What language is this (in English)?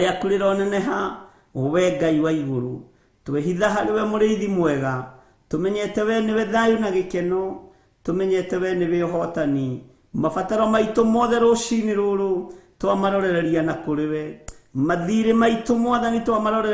Kikuyu